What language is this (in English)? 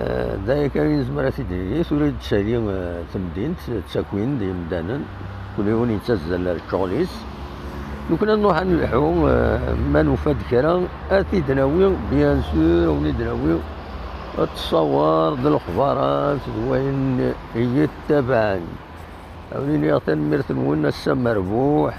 Kabyle